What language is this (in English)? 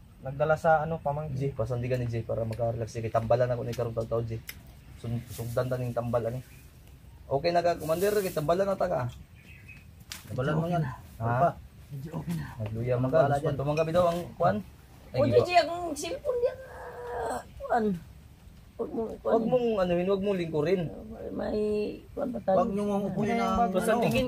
Filipino